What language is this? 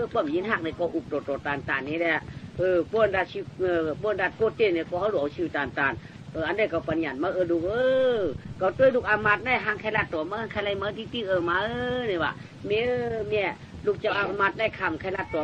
Shan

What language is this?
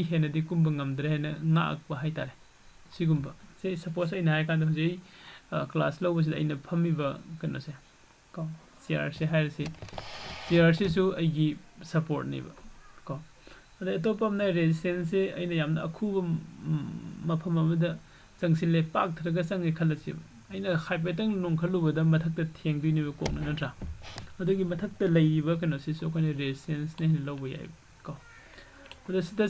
Manipuri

